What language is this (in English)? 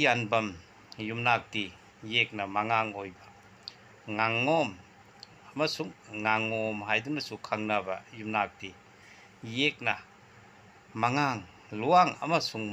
Manipuri